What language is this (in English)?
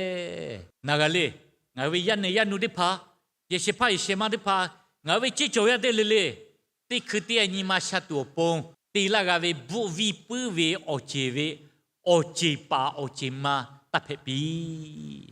Lahu